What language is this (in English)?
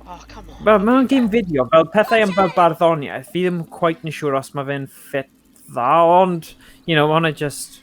Welsh